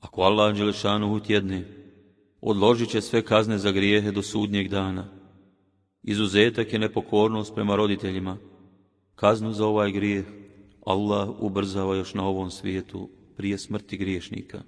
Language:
Bosnian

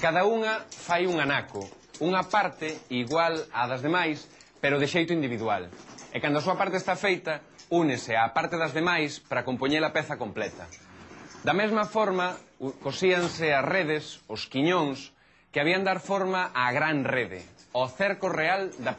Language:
Galician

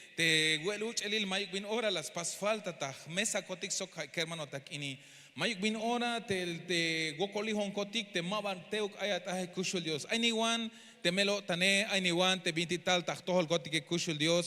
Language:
Tzeltal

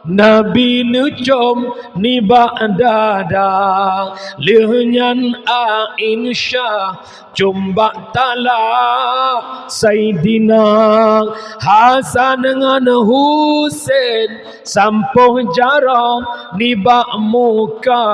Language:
Achinese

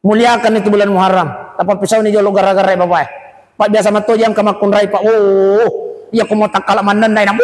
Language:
Buginese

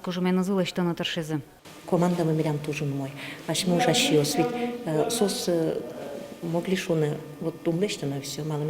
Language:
Udmurt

